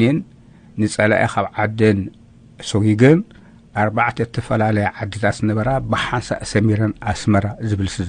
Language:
Tigrinya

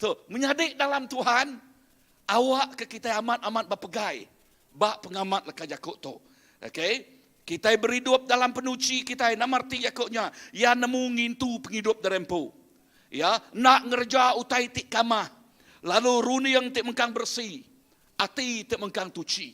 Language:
Iban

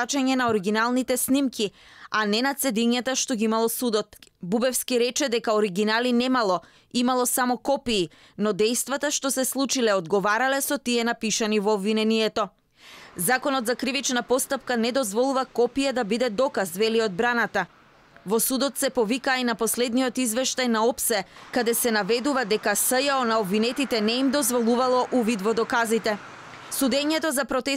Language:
Macedonian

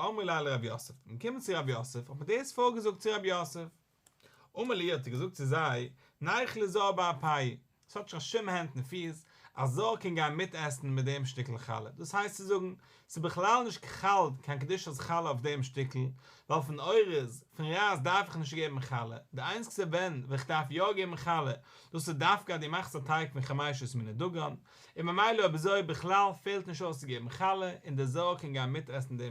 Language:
Yiddish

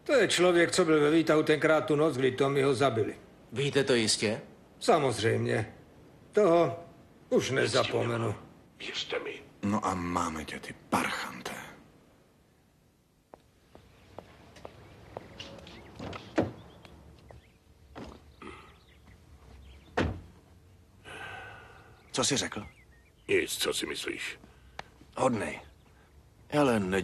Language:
Czech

